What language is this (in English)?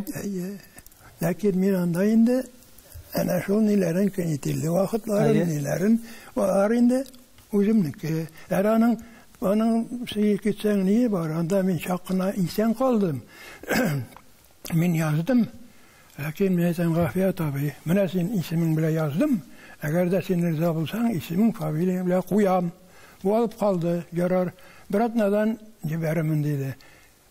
Tatar